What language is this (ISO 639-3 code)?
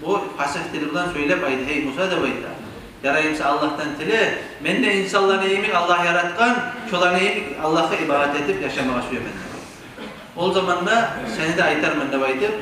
kum